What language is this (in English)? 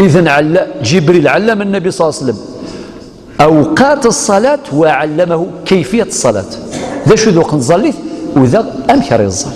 Algerian Arabic